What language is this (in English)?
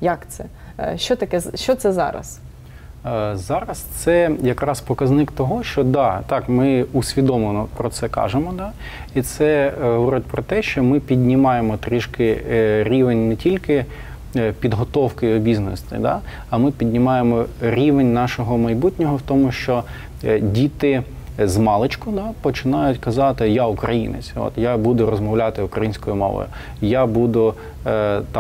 Ukrainian